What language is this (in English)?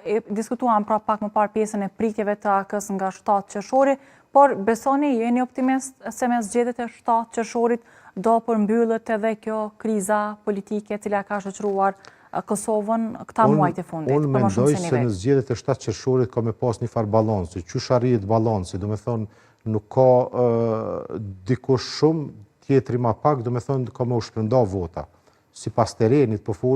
Albanian